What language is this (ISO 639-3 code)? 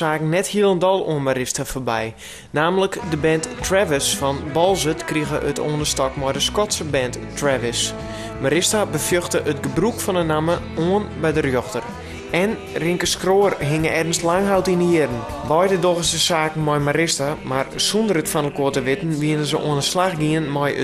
fry